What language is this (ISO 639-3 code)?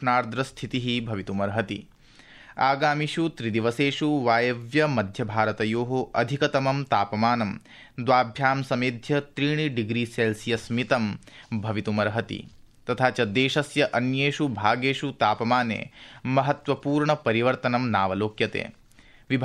san